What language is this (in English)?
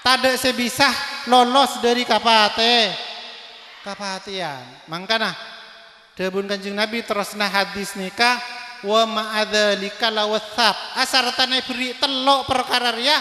Madurese